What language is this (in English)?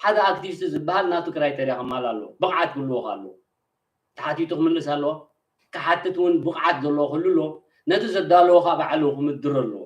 Tigrinya